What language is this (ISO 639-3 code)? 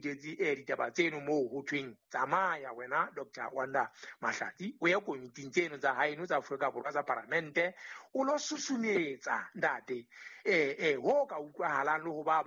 sot